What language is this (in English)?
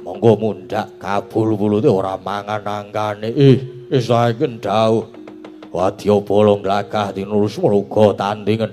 Javanese